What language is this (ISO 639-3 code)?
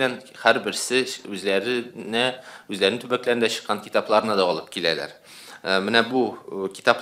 tat